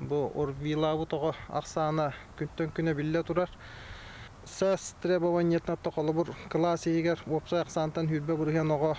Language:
Yakut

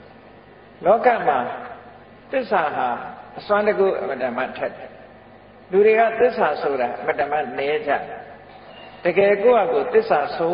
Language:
Burmese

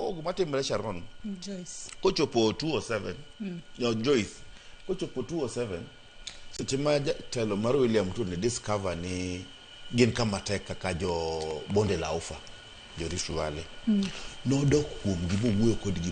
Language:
Luo (Kenya and Tanzania)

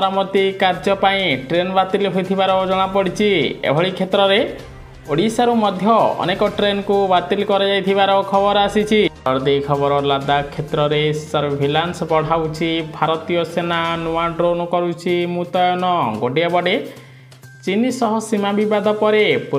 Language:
Odia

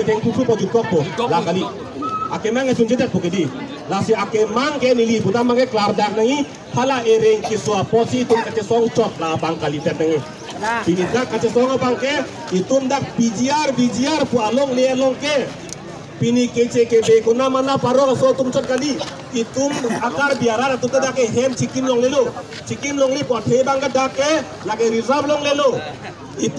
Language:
Karbi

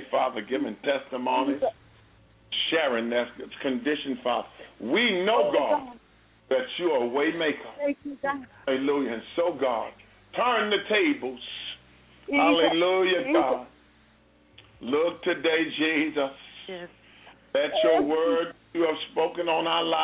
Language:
English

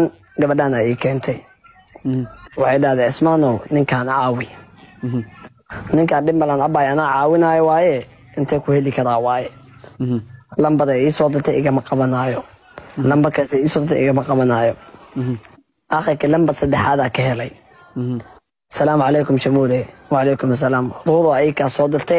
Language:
Somali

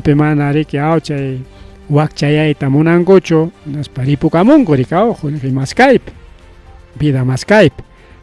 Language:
Ayacucho Quechua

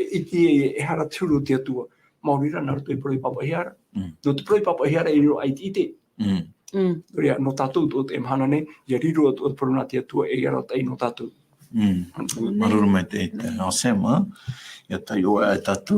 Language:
Tahitian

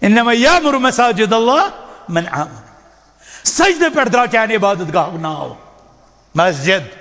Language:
Kashmiri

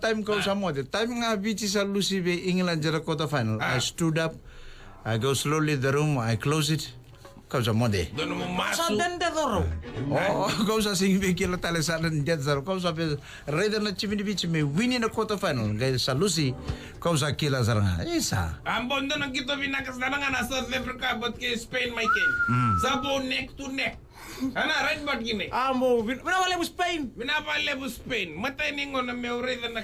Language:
Fijian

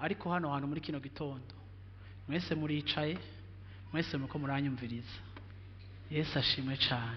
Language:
Rundi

